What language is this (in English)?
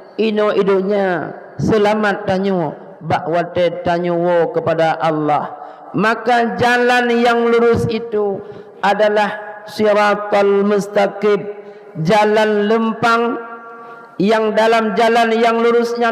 Achinese